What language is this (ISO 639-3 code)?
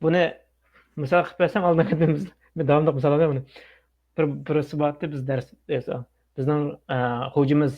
uig